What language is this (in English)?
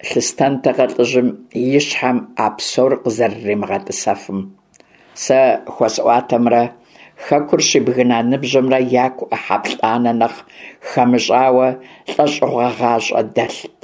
Kabardian